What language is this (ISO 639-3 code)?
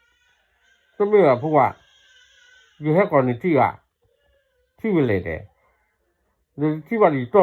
ksw